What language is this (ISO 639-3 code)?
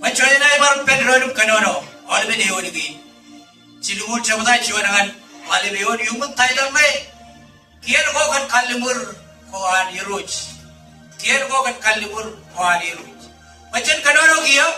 mah